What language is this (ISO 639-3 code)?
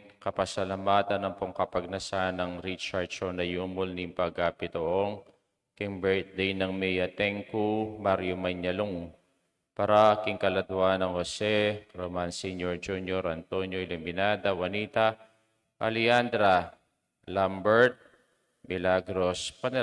pam